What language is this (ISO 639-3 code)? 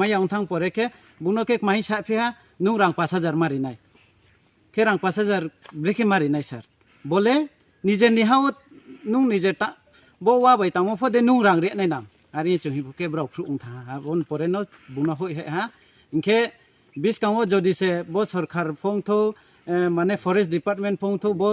ria